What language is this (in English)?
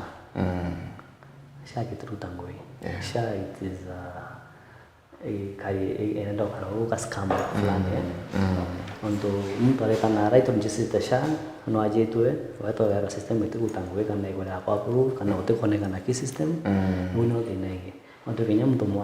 Meru